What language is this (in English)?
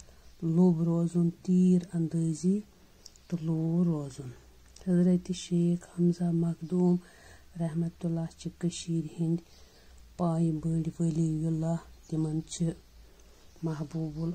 Kashmiri